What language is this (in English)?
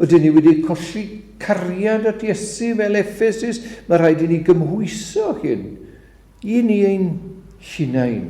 Welsh